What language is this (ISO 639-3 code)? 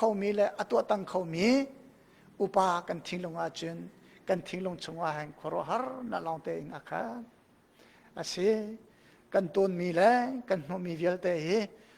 cnh